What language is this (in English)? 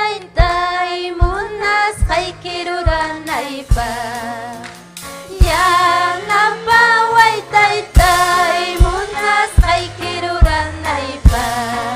Ayacucho Quechua